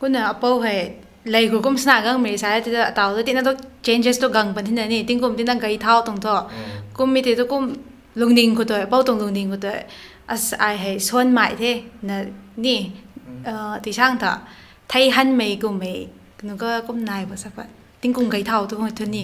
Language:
Rongmei Naga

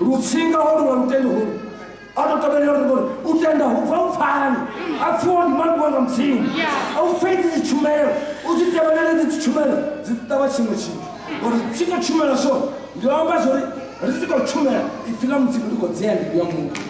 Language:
Venda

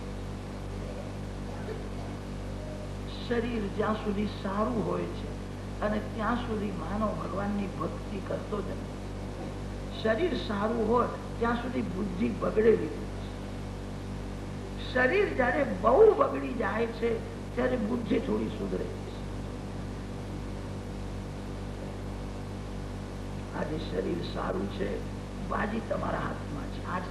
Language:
Gujarati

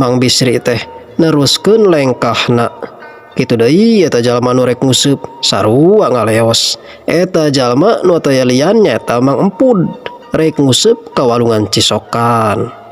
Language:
Sundanese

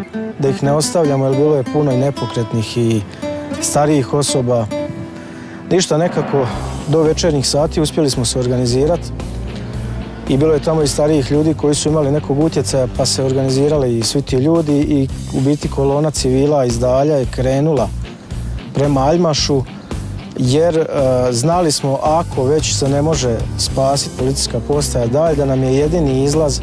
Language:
Croatian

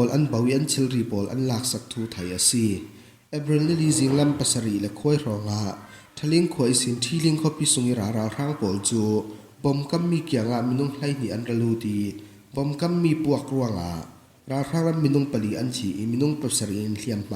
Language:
Falam Chin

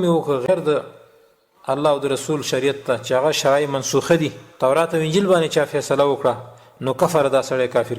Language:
Pashto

